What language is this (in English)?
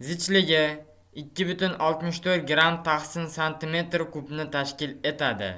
Uzbek